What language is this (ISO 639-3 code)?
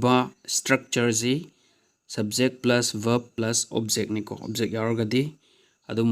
mni